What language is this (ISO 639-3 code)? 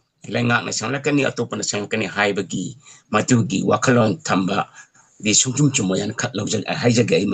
mni